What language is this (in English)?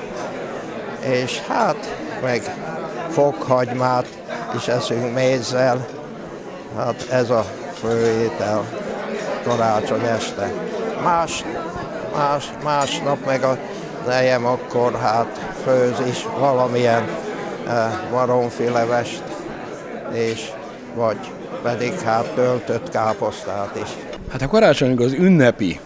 Hungarian